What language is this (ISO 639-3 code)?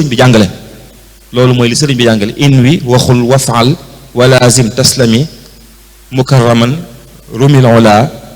wol